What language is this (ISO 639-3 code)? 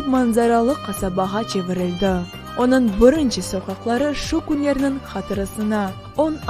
crh